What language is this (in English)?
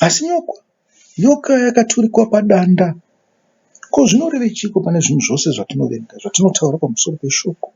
Shona